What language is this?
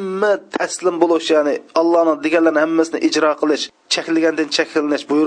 Uyghur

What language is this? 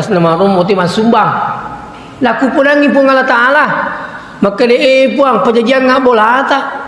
Buginese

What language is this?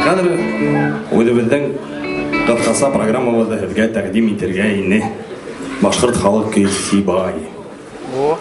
Bashkir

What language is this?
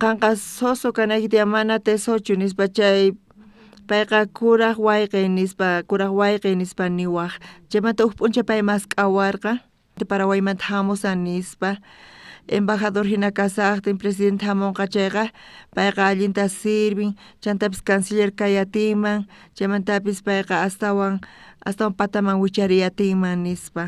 South Bolivian Quechua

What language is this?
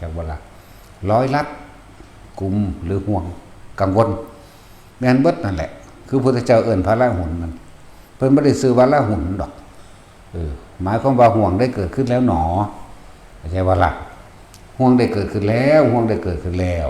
Northeastern Thai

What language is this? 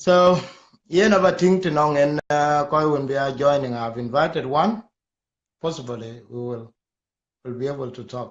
Dinka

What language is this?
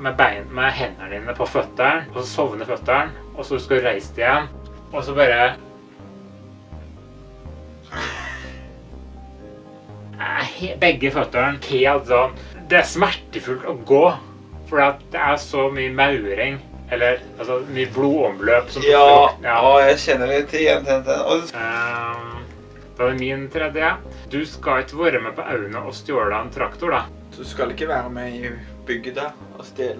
Norwegian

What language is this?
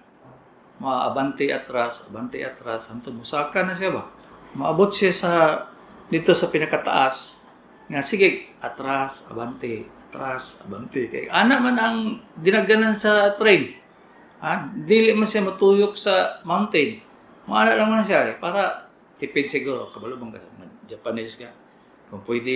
Cebuano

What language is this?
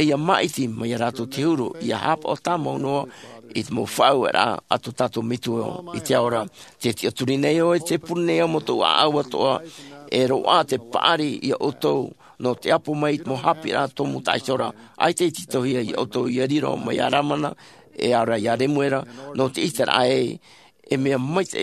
Tahitian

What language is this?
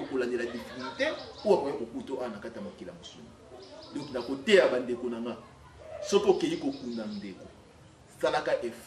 Lingala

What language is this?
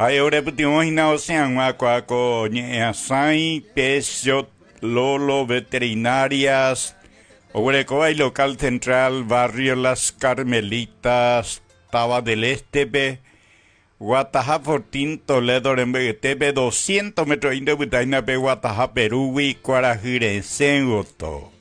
Guarani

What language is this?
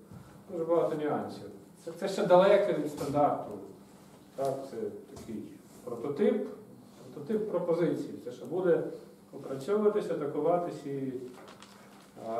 Ukrainian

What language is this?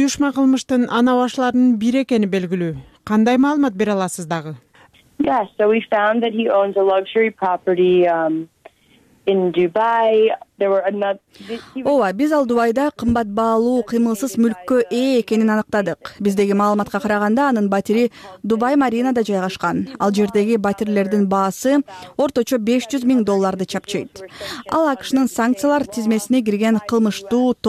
Kyrgyz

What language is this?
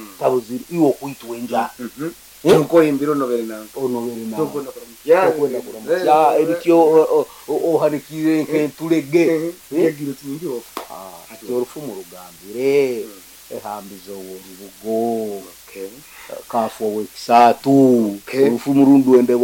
Nyoro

